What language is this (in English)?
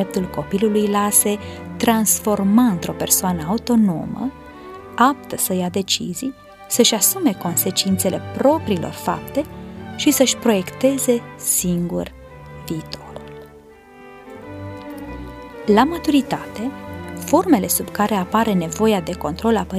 Romanian